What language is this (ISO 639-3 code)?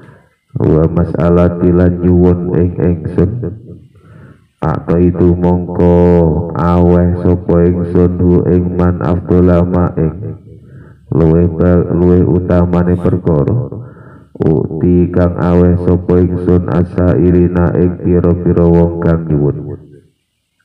jav